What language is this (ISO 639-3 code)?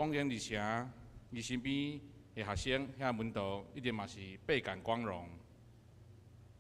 nan